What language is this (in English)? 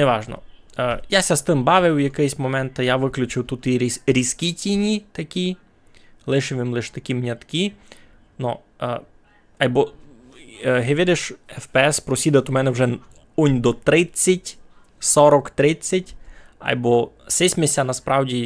Rusyn